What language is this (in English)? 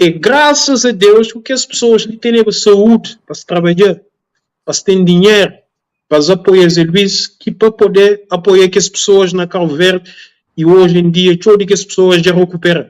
Kabuverdianu